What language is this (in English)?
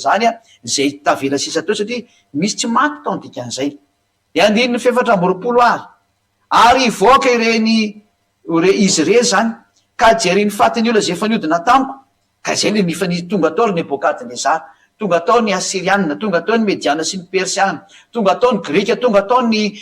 Malagasy